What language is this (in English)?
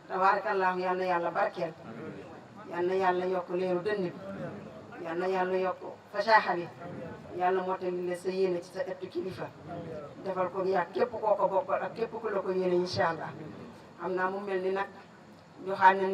Wolof